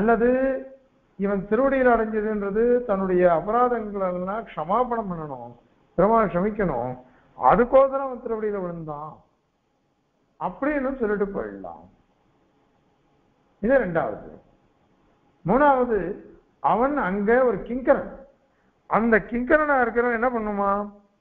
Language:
Tamil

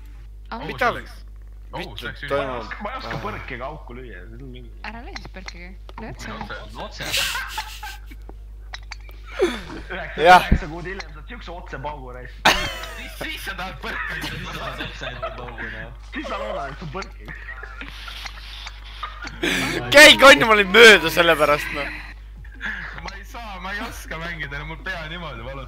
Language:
Estonian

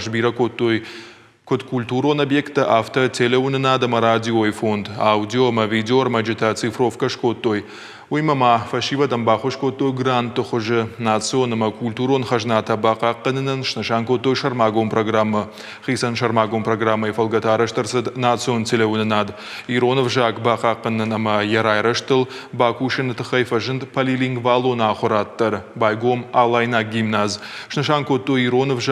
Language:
Ossetic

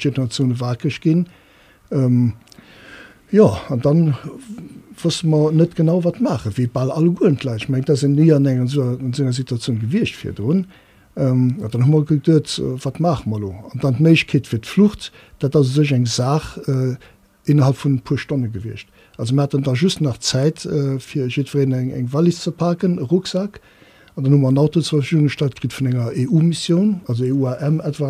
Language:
Luxembourgish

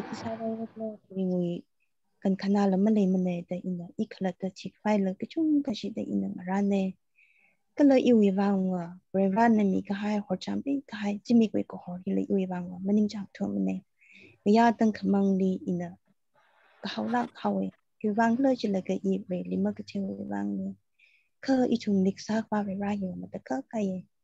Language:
Tangkhul Naga (India)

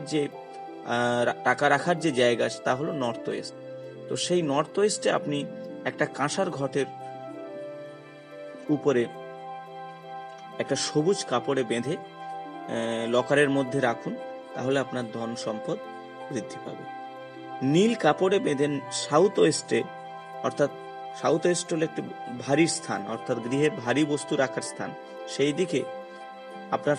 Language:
Bangla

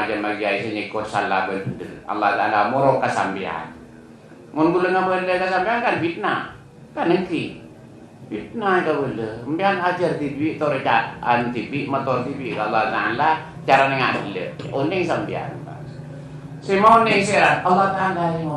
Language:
Madurese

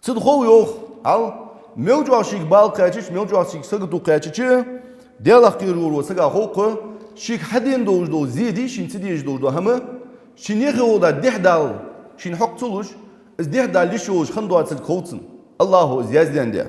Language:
Ingush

